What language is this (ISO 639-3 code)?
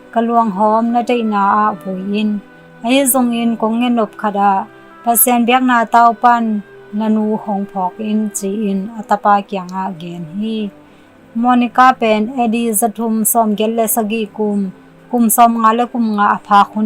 ctd